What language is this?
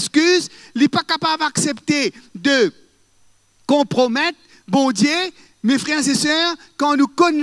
Morisyen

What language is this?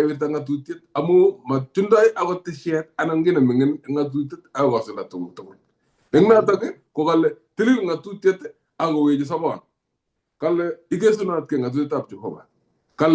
Kalenjin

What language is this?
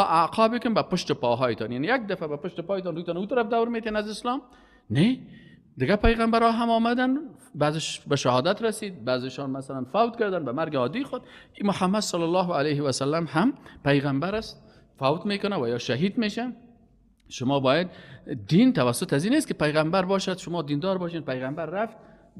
Persian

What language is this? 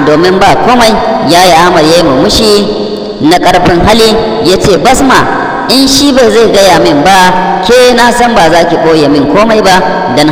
Hausa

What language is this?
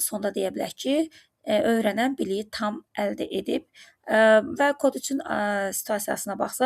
Azerbaijani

